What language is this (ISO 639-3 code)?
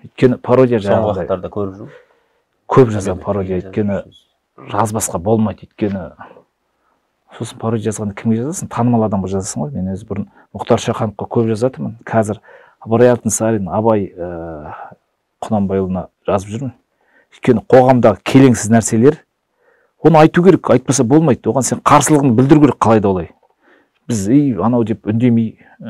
kaz